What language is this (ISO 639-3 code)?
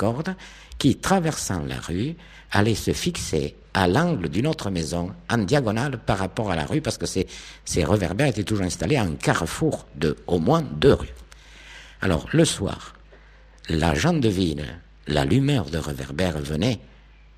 fra